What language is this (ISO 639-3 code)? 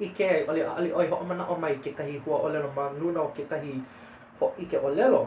haw